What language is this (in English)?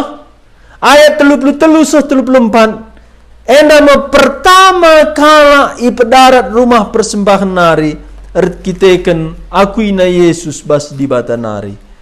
Batak Karo